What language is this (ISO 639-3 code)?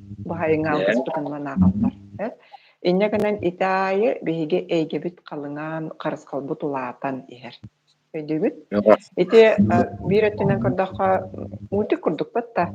sah